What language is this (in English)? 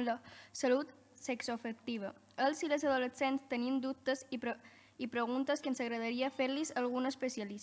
Catalan